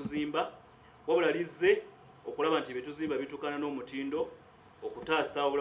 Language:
Ganda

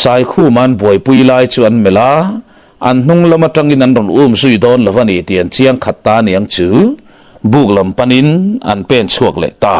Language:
Mizo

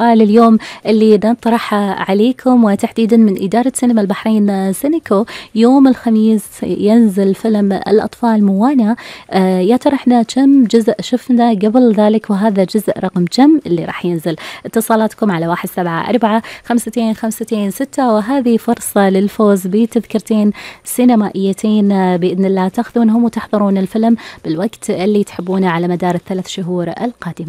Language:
Gulf Arabic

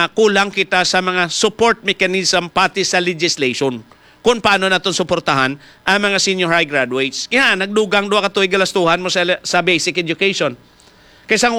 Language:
Hiligaynon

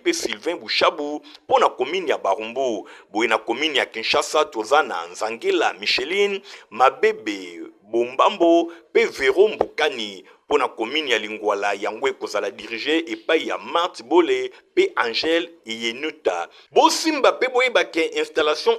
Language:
Lingala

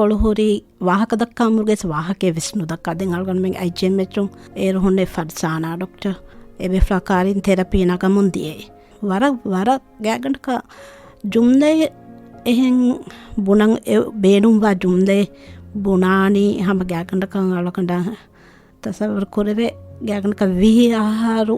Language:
Divehi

